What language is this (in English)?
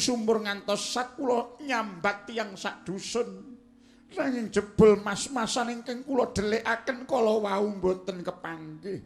Javanese